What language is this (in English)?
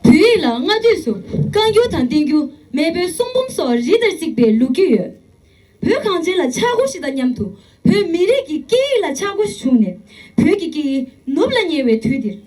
Tibetan